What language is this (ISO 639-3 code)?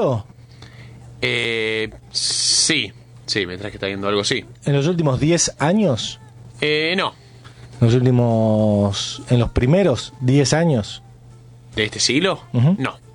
spa